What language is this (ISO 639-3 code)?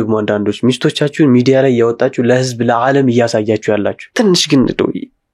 amh